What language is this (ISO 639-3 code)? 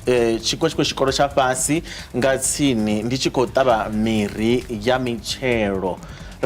ven